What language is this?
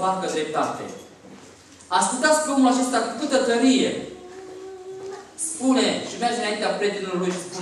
Romanian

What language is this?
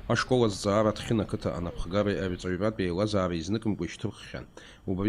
Abkhazian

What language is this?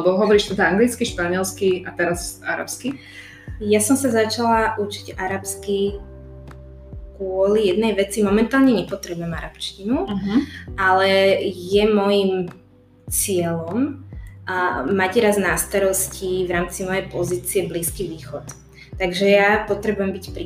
Slovak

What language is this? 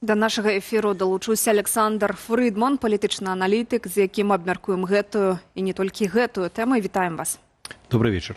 Belarusian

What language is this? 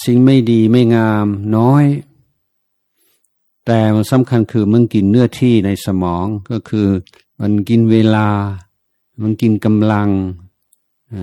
Thai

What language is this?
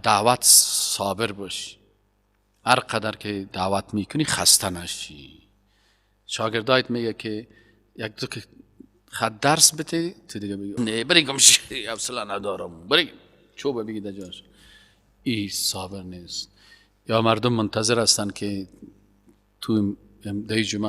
Persian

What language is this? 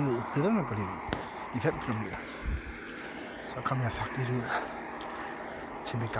Danish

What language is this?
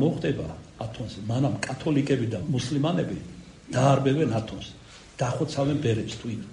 Georgian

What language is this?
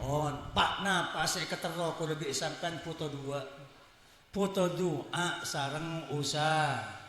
Madurese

